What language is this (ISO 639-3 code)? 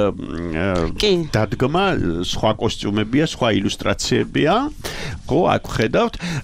kat